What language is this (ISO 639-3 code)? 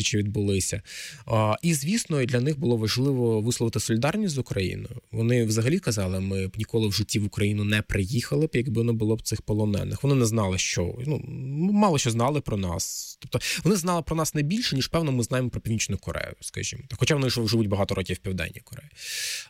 ukr